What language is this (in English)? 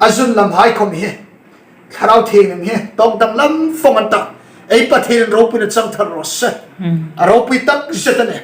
Hmar